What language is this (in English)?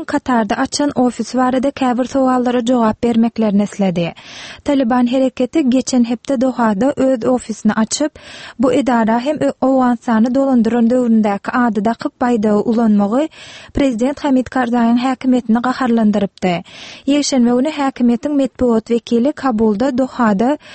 Turkmen